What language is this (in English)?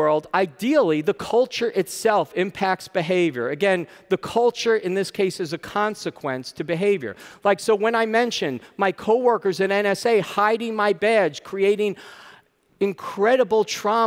English